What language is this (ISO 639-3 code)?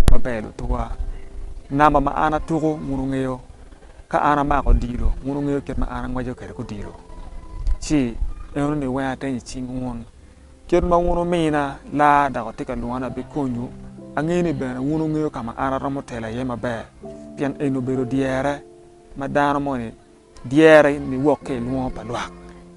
ach